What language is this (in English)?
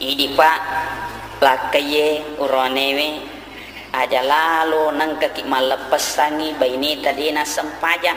Buginese